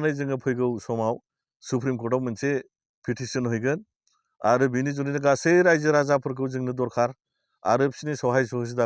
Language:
Bodo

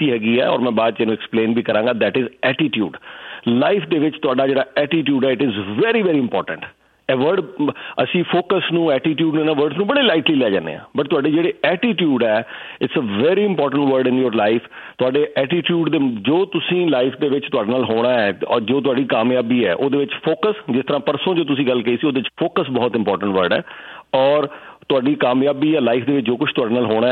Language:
Punjabi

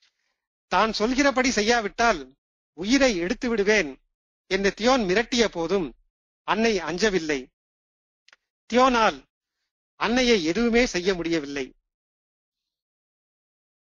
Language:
Tamil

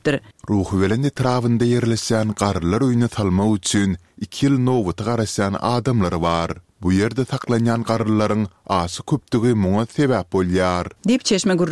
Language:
Turkmen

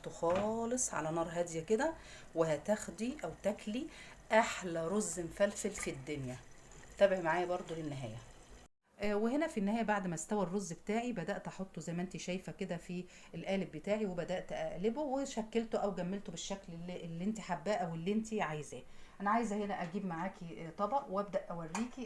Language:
Egyptian Arabic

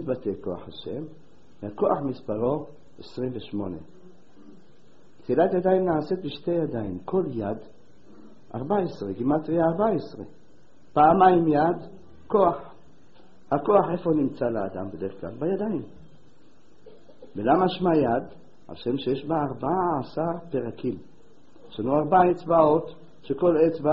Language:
Hebrew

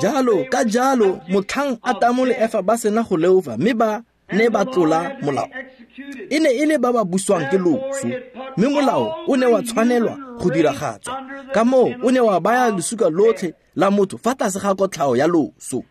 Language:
Tswana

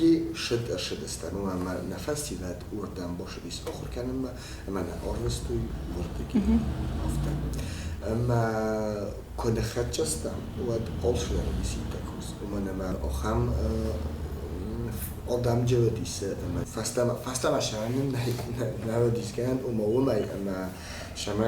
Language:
Ossetic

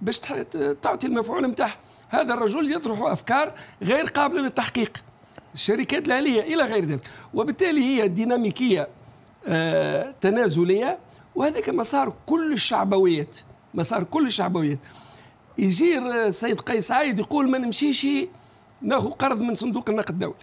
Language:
Tunisian Arabic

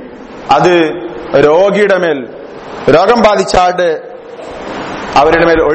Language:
Malayalam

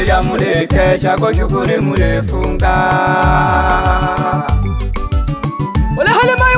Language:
Swahili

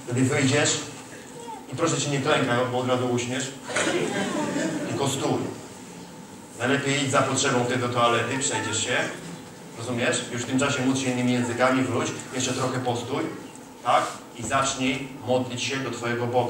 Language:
Polish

